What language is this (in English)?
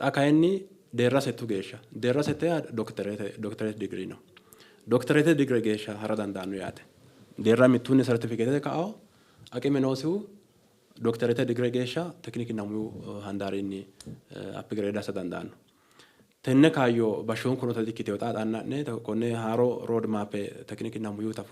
Sidamo